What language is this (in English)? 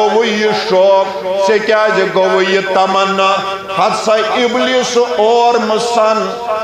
Kashmiri